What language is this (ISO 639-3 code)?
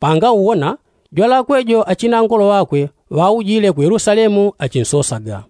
yao